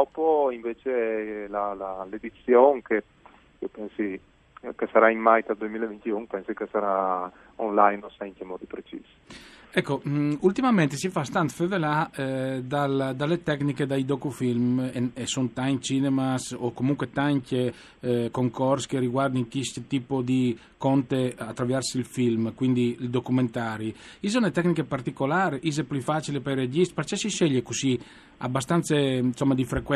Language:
Friulian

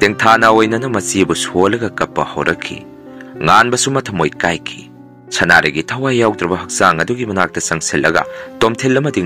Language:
Manipuri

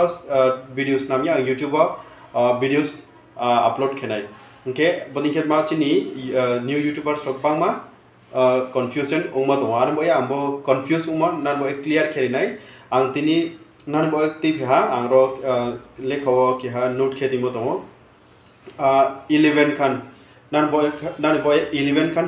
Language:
Riang (India)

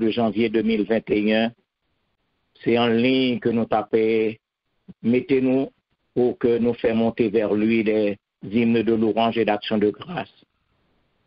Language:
French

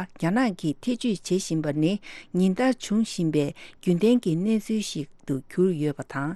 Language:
Tibetan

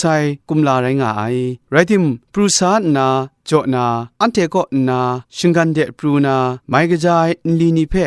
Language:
Kachin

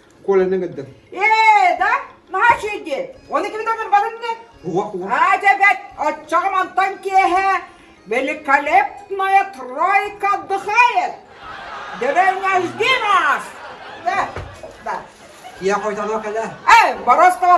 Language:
Yakut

